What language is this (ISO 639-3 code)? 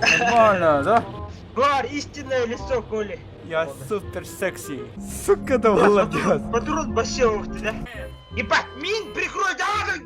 sah